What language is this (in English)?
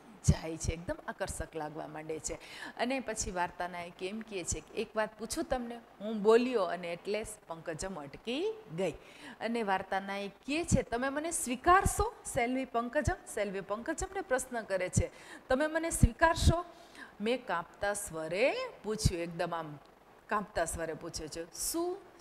Gujarati